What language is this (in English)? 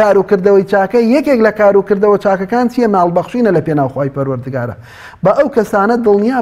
Central Kurdish